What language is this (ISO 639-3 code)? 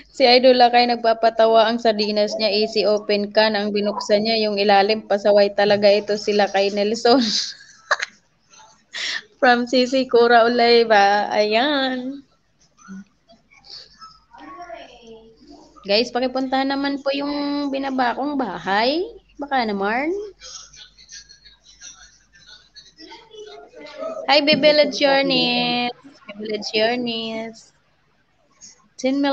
fil